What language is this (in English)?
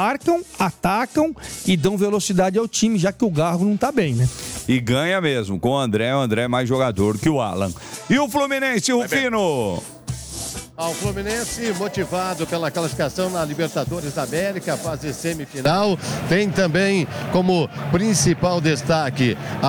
Portuguese